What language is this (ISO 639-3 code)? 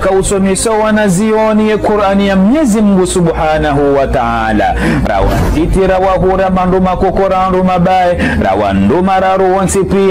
zdj